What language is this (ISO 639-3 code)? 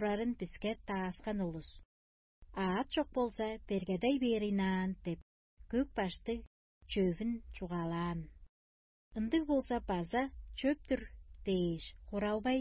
tyv